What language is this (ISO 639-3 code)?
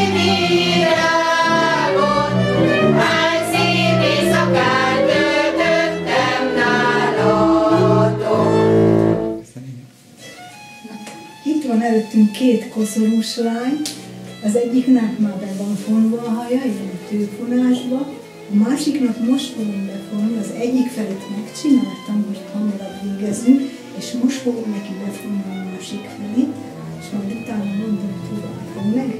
hun